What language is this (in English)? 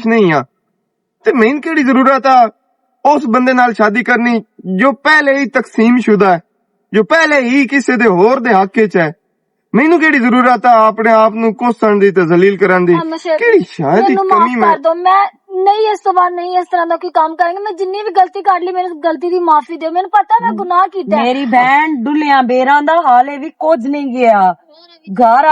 Western Panjabi